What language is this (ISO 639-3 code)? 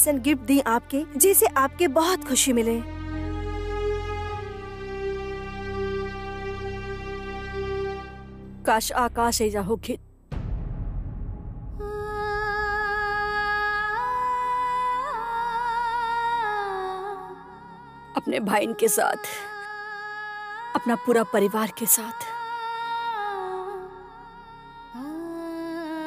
bho